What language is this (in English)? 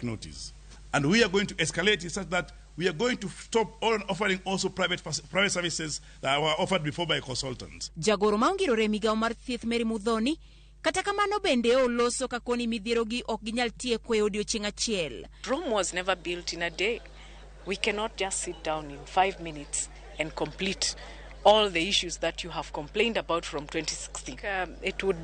Luo (Kenya and Tanzania)